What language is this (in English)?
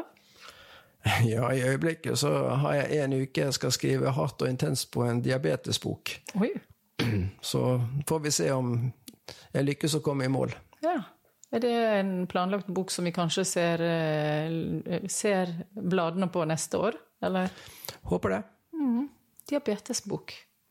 Norwegian